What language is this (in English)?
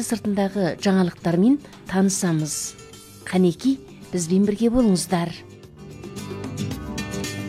Kazakh